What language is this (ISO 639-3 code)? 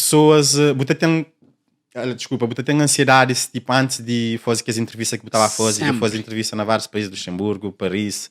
kea